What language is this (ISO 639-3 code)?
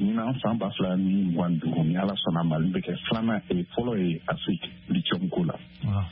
bam